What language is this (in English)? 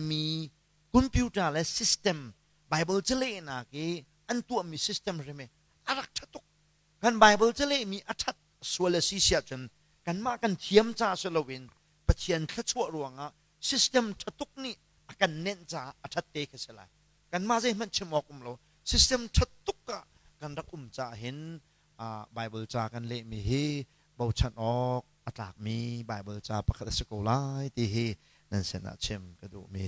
Hakha Chin